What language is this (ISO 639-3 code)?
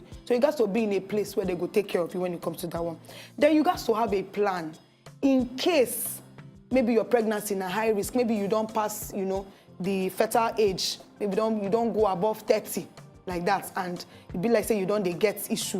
pcm